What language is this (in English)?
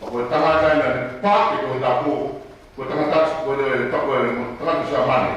Tongan